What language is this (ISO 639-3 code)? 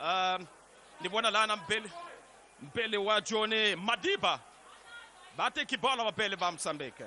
tso